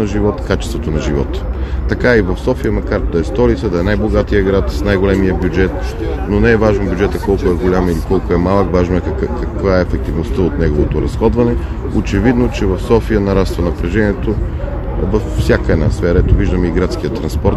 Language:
Bulgarian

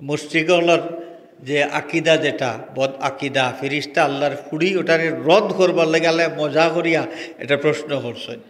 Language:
Sylheti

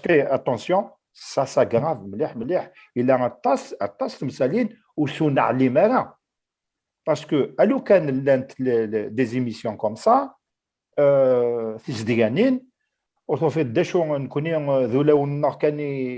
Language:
Kabyle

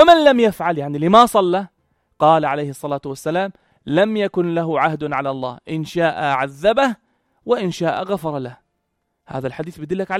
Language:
North Levantine Arabic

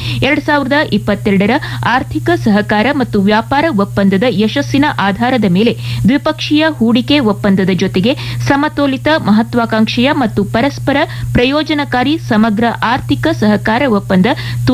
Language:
Kannada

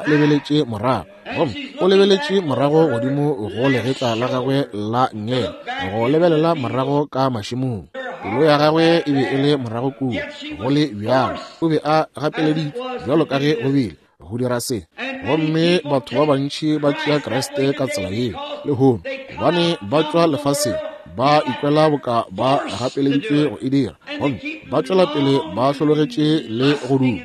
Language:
Northern Sotho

